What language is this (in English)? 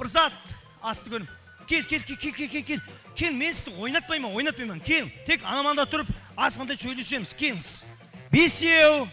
Kara-Kalpak